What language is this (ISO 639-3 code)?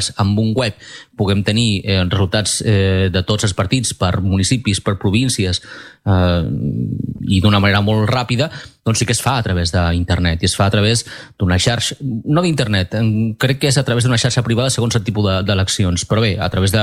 cat